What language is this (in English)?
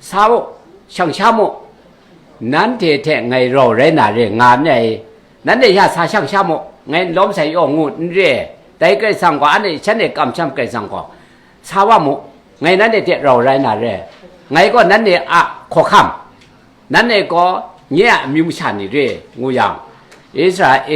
Kachin